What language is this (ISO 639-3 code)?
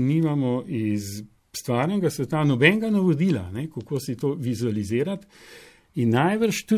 slv